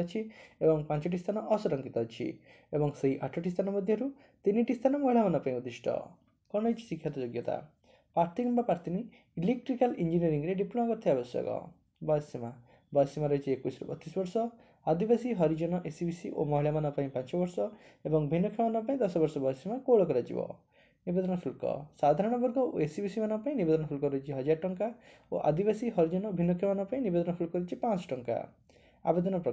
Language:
Odia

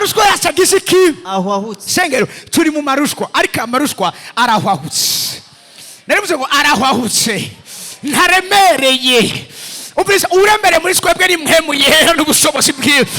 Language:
Rundi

